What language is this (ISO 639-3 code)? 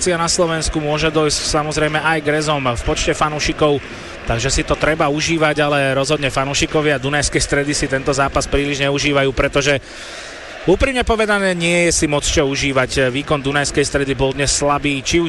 slk